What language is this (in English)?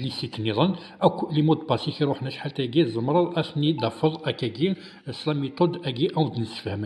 Kabyle